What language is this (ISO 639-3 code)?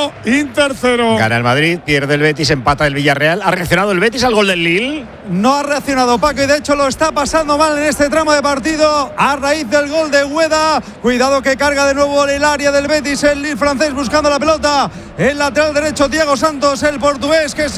spa